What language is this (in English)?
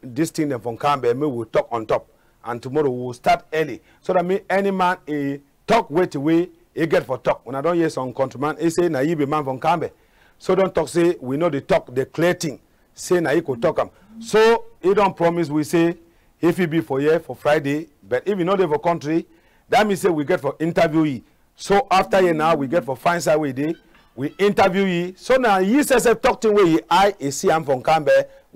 Cameroon Pidgin